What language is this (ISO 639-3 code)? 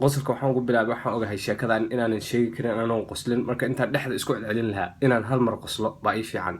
som